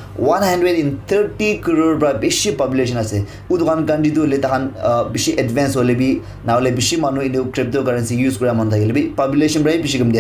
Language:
Naga Pidgin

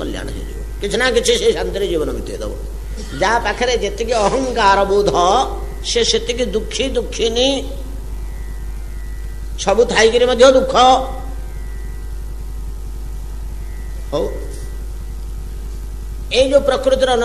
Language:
Odia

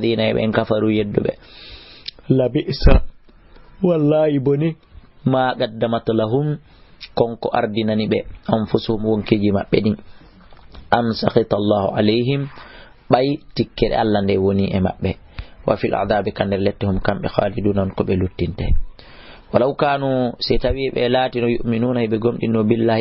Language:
Fula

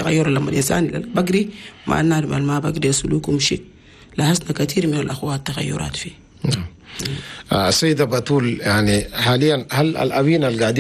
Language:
Chadian Arabic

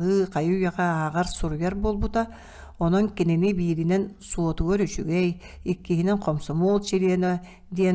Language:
Yakut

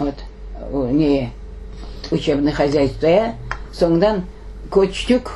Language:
Crimean Tatar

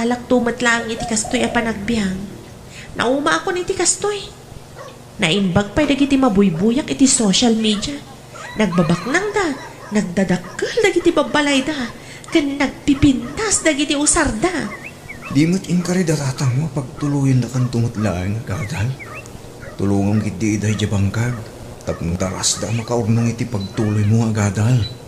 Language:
Iloko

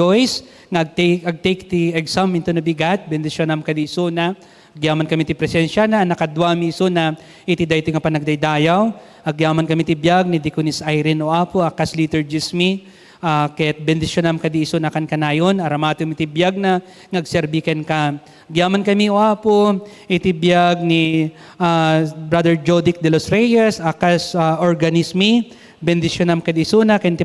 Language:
Iloko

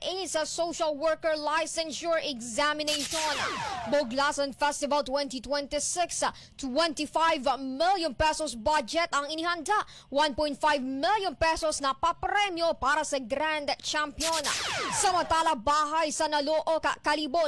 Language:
Hiligaynon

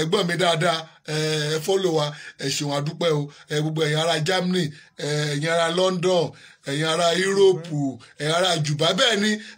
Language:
Yoruba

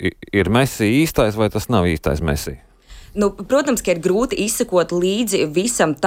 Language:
Latvian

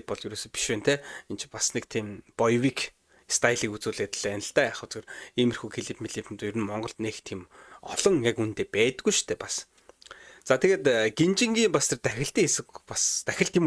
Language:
Mongolian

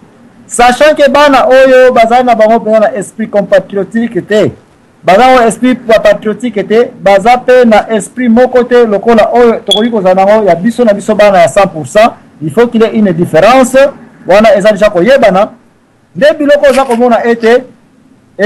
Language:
Lingala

